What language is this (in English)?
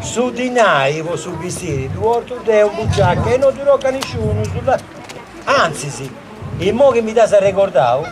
Sardinian